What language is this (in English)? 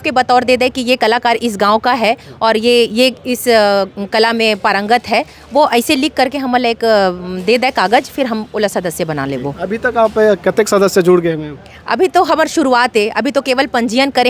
Chhattisgarhi